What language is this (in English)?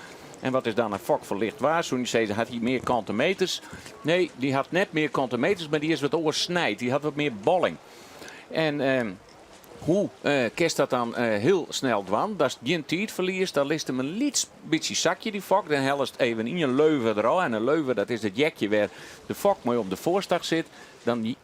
Western Frisian